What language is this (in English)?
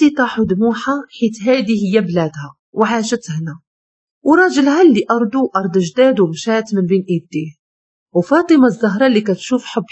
Moroccan Arabic